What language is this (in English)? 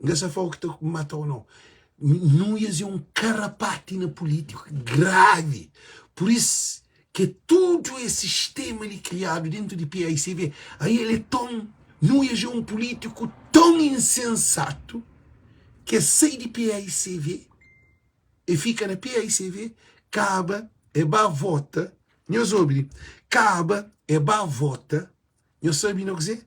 Kabuverdianu